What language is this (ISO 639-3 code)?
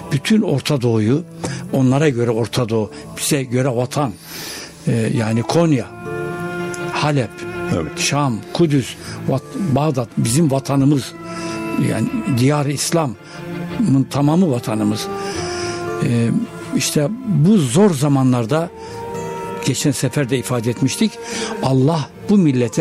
tur